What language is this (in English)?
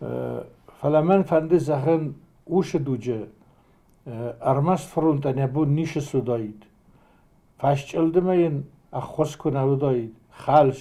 Ossetic